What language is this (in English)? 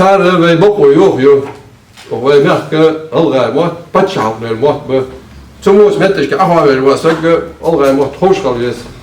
Ingush